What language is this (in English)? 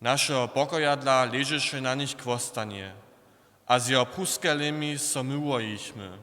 Upper Sorbian